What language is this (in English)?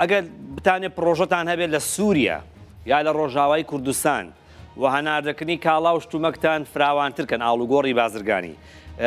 Kurdish